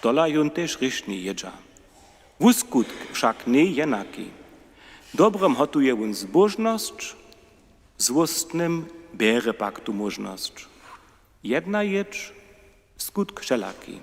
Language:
Upper Sorbian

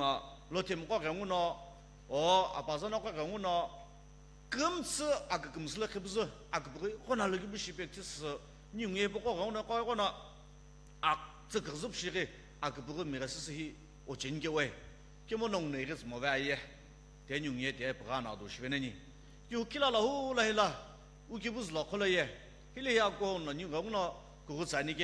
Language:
Sumi Naga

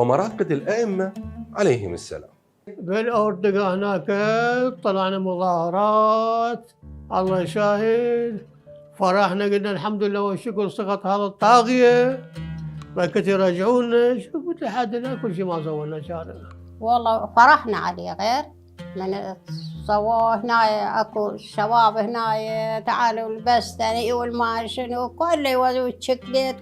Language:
Mesopotamian Arabic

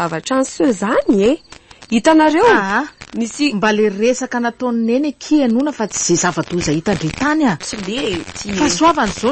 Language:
Malagasy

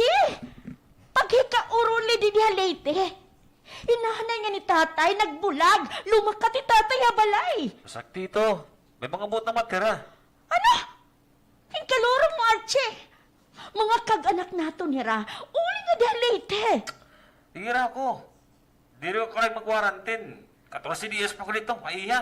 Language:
Waray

